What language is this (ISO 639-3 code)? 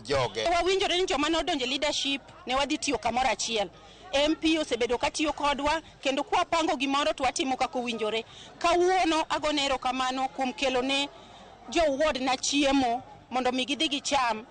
luo